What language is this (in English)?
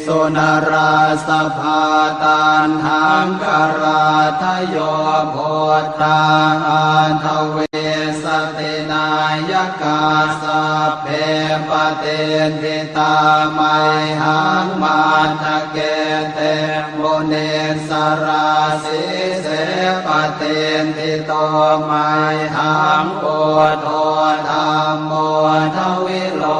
Pali